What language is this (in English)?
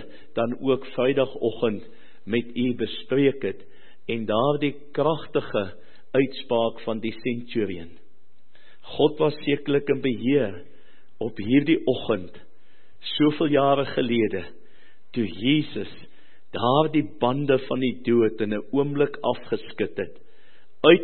Afrikaans